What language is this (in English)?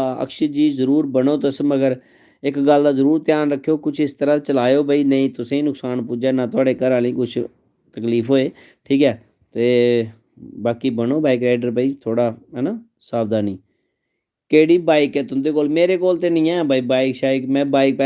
Dogri